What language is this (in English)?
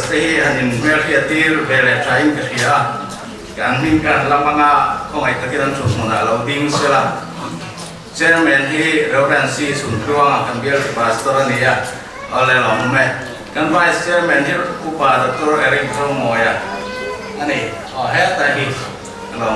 Mizo